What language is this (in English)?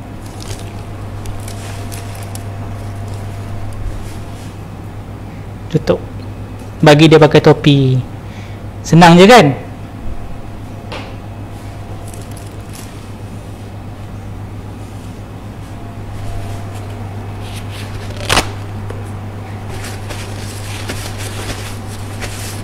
Malay